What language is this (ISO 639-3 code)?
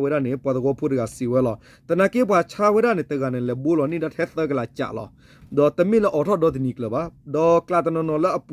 ksw